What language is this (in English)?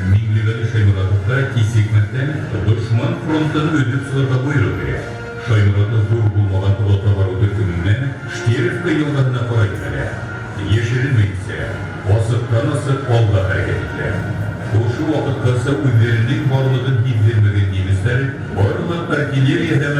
Bashkir